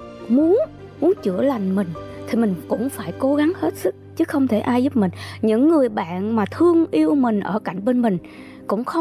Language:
Vietnamese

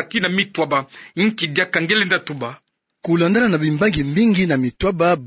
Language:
Kituba (Democratic Republic of Congo)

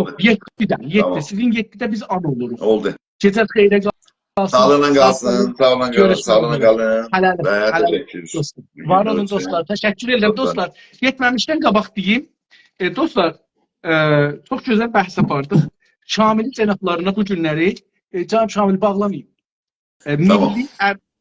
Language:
South Azerbaijani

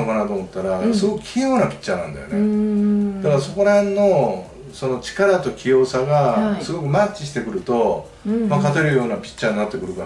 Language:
Japanese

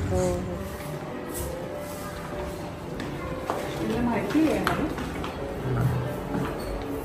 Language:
Marathi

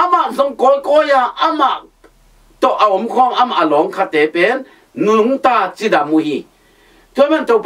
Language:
Tedim Chin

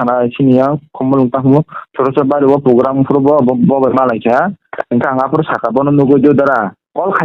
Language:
Kok Borok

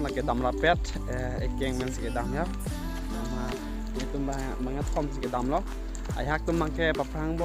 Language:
Karbi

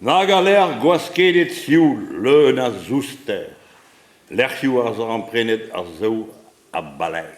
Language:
Breton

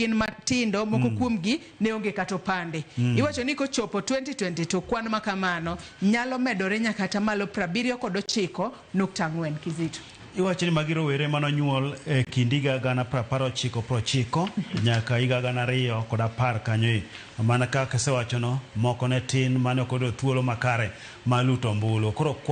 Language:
Luo (Kenya and Tanzania)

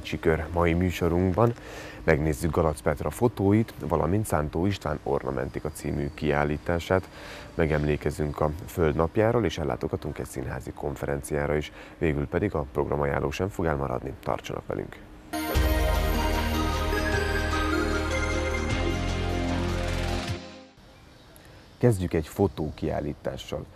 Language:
Hungarian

